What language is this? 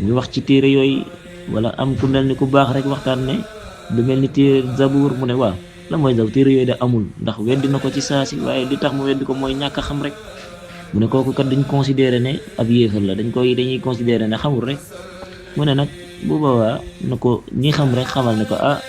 Wolof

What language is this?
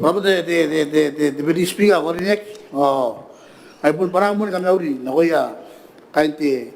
Gilbertese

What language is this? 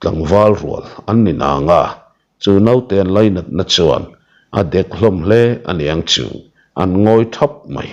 Mizo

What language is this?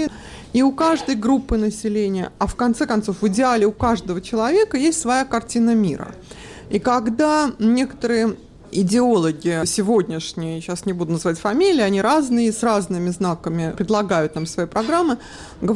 Russian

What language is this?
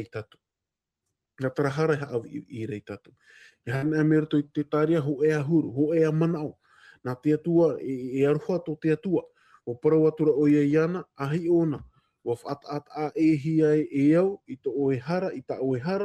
Tahitian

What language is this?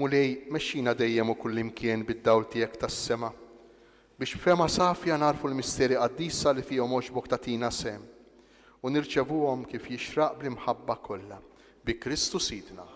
Maltese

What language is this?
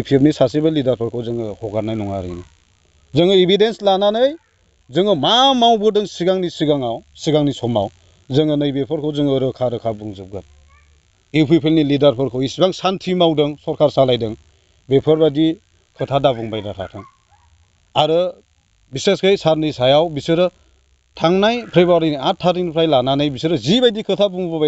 Bodo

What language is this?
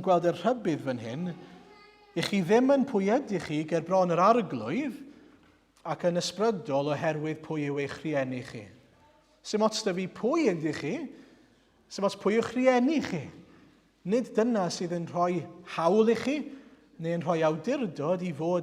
Welsh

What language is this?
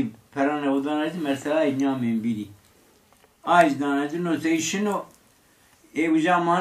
Zaza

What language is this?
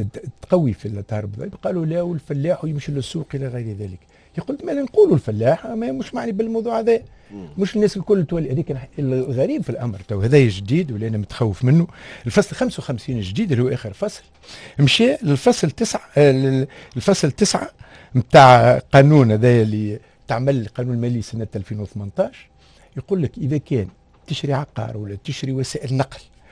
Tunisian Arabic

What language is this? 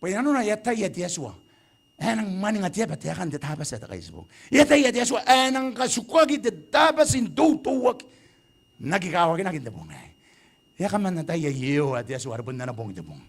Gilbertese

